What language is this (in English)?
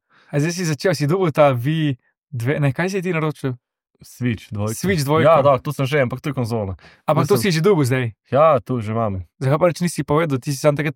Slovenian